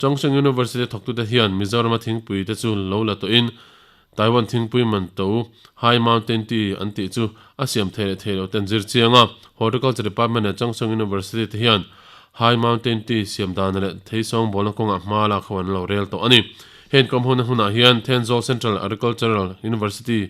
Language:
Mizo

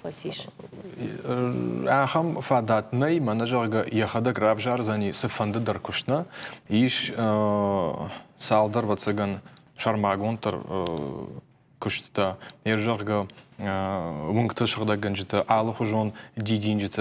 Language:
Ossetic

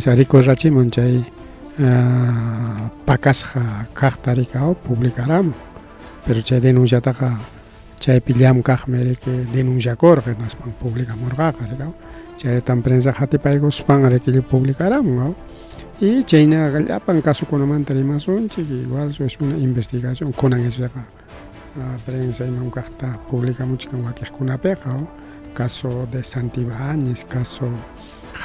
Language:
Ayacucho Quechua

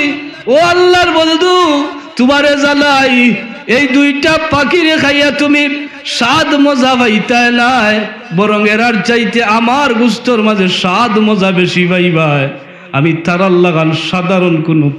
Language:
Sylheti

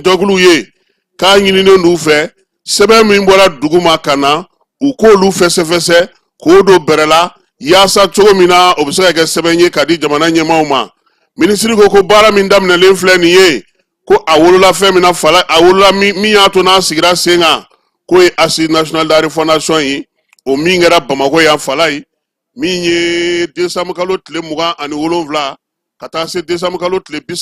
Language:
Bambara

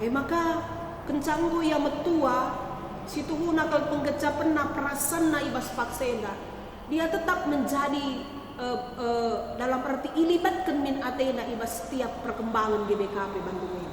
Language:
Batak Karo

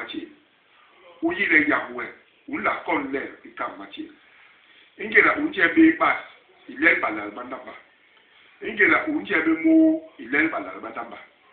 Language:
Basaa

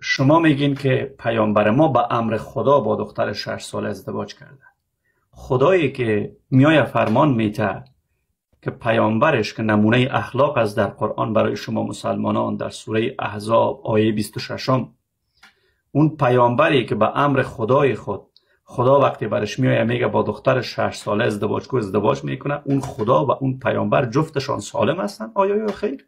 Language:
Persian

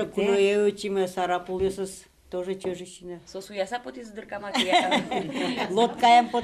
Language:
Udmurt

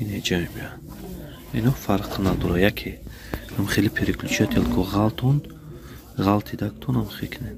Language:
Tajik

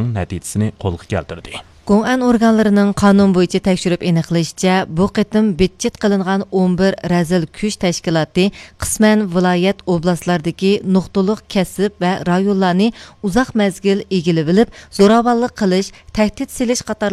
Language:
Uyghur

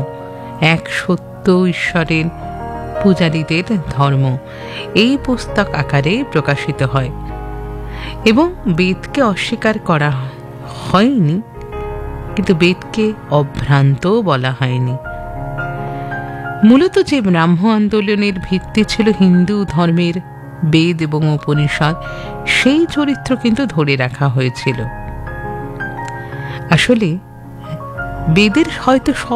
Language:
Bangla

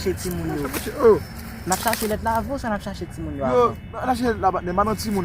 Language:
Haitian Creole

